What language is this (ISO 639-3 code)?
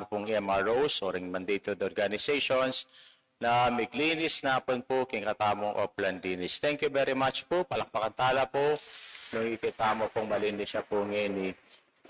pam